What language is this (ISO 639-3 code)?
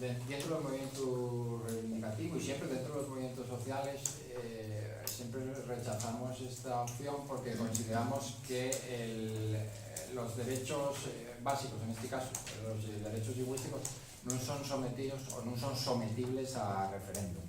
ast